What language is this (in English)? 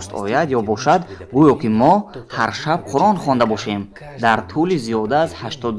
Tajik